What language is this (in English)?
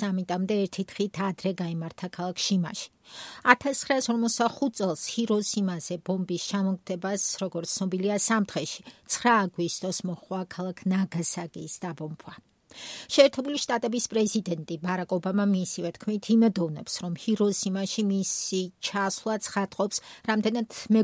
Georgian